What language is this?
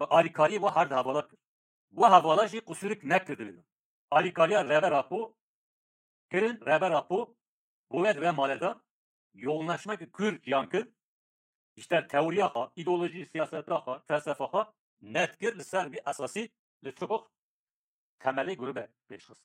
Kurdish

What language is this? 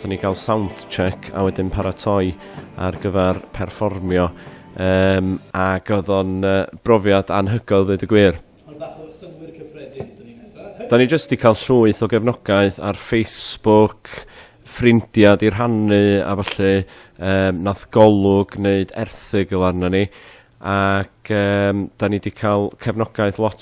Welsh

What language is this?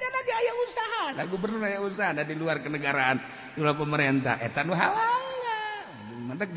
Sundanese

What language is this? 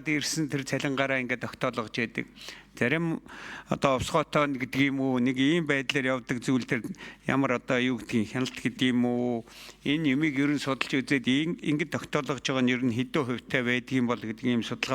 Mongolian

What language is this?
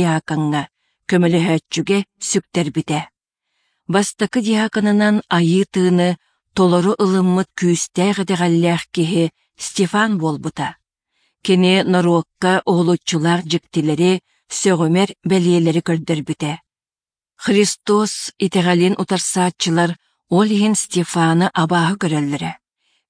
Yakut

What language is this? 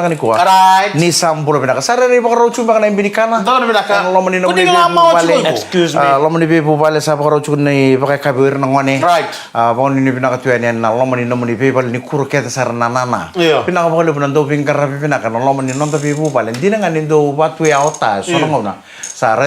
Fijian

